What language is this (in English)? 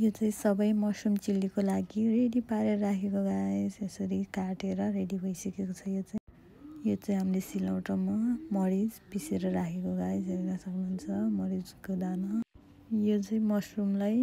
Nepali